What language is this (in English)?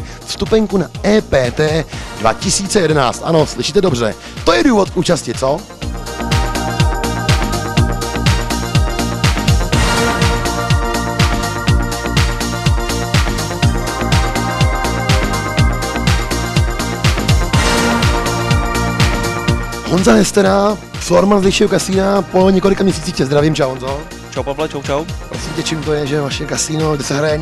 Czech